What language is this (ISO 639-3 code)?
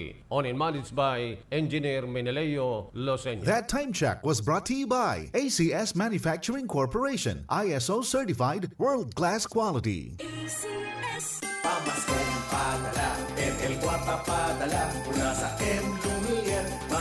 bik